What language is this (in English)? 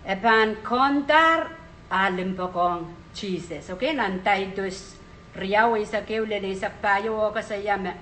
Pohnpeian